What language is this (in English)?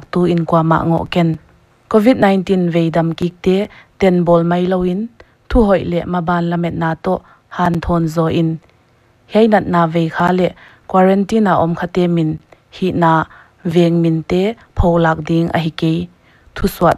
Paite Chin